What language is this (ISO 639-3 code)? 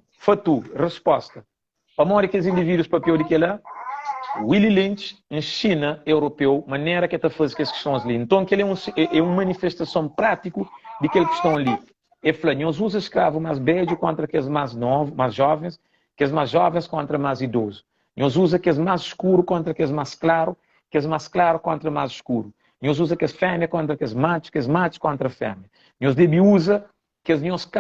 kea